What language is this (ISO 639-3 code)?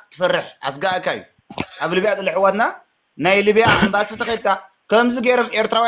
tir